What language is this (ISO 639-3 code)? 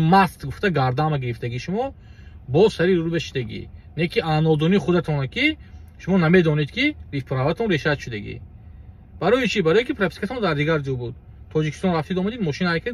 tgk